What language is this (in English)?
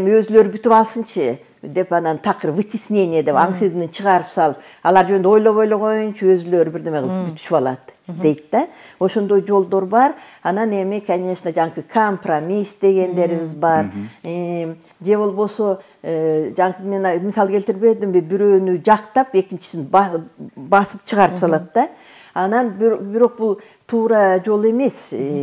Kyrgyz